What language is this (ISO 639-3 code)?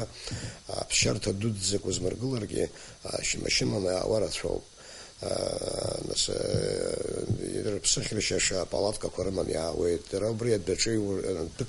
abk